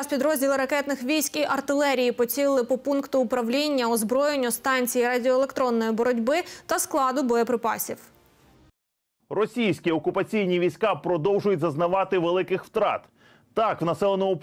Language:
Ukrainian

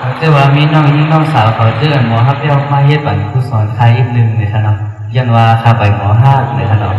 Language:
Shan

